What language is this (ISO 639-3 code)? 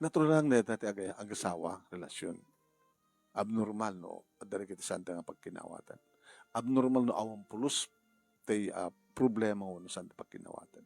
ilo